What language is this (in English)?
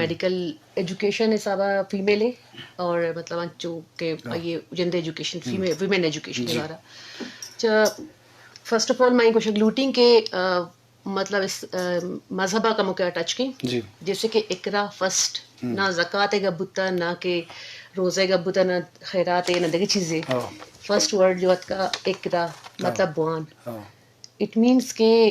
Eastern Balochi